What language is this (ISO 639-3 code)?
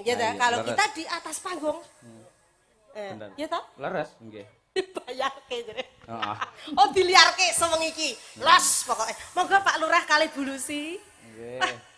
jav